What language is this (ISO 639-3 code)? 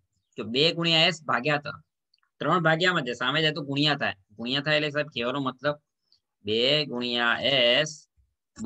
guj